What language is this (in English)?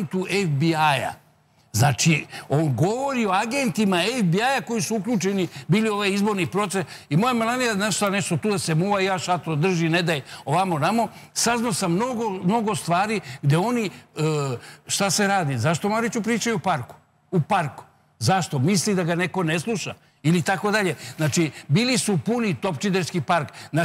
Serbian